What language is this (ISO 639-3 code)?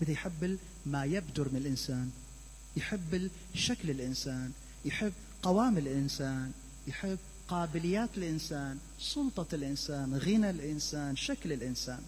acm